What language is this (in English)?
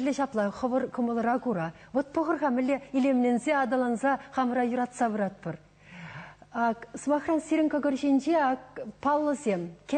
Chuvash